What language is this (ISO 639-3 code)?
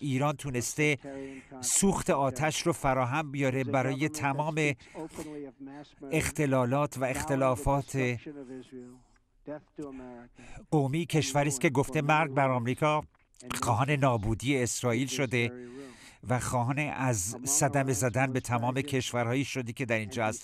fas